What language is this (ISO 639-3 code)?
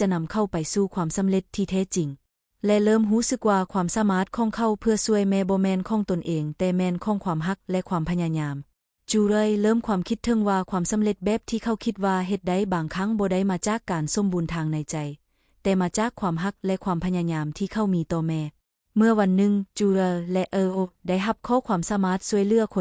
lao